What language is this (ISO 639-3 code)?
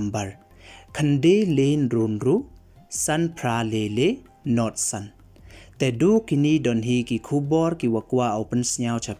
pbv